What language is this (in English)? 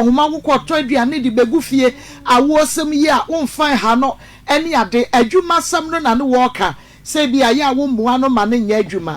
Akan